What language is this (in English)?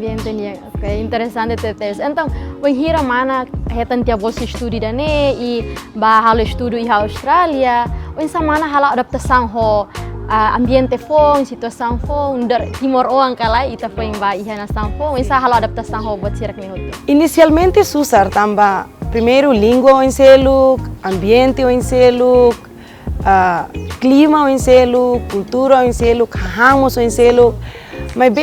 Tetum